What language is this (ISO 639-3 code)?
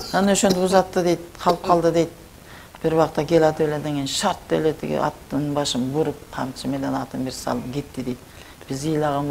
kir